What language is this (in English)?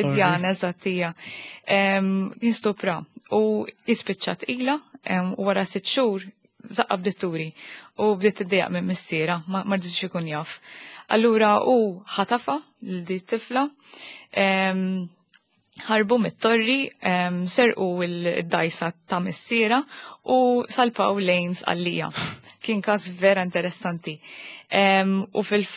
Maltese